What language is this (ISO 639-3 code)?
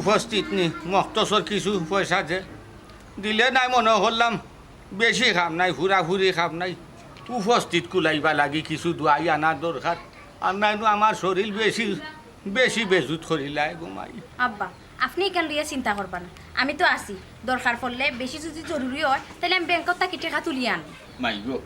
syl